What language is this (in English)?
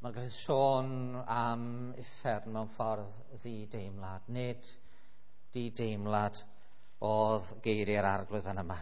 Welsh